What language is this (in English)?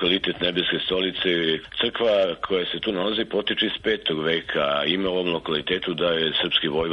Serbian